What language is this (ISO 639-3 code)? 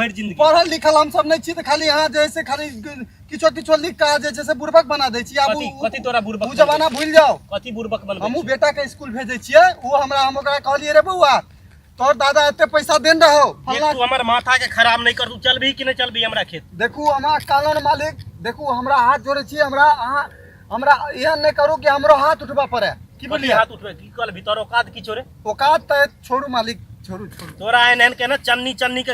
mai